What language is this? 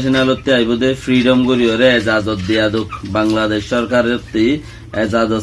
Rohingya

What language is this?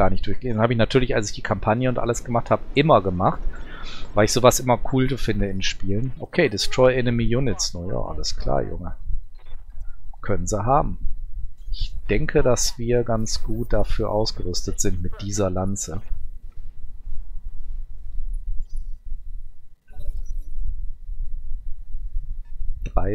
German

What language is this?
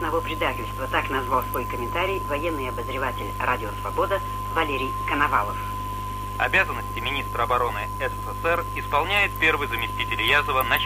Russian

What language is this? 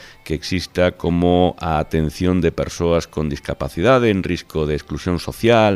Galician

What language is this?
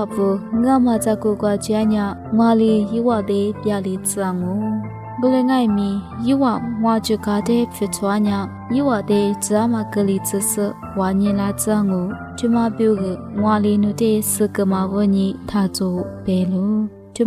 Lisu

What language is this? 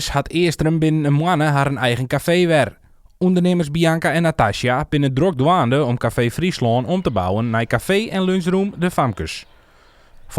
Western Frisian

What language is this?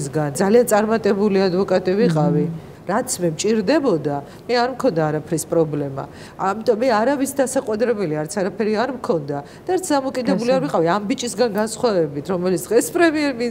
Georgian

